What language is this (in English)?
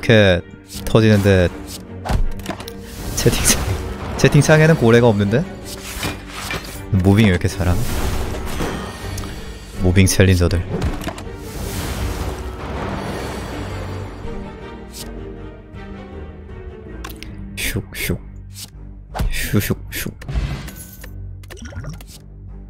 Korean